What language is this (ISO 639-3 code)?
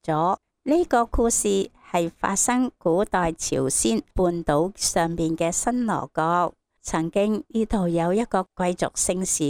yue